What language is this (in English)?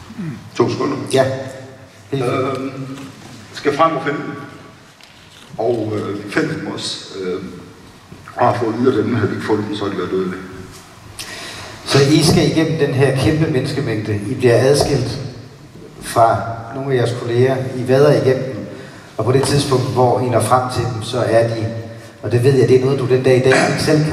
Danish